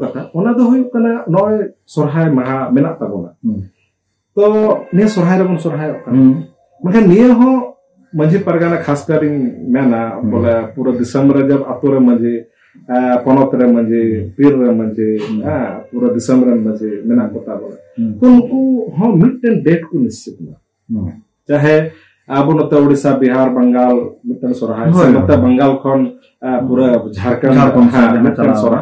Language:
Santali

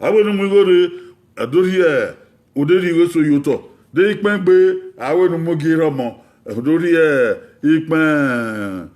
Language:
Bini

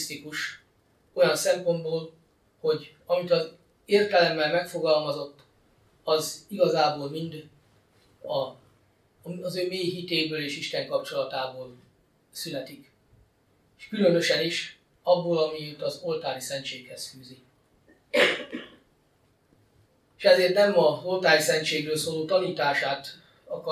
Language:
Hungarian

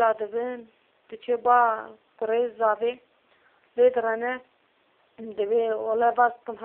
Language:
Kurdish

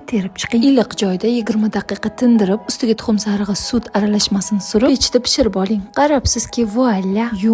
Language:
Uzbek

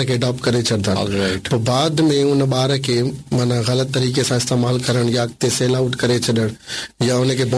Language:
Sindhi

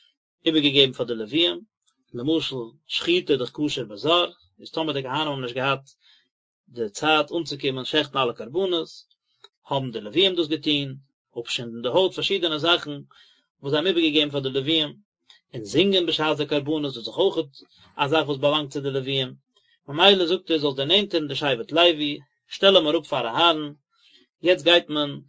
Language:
Yiddish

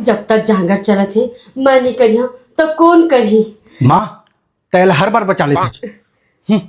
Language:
Chhattisgarhi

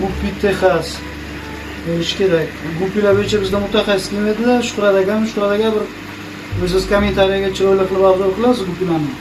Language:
Uzbek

